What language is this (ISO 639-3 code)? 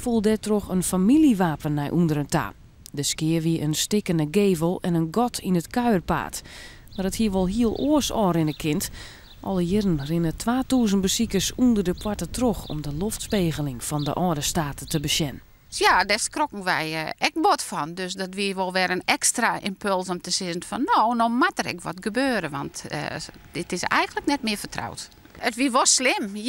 fry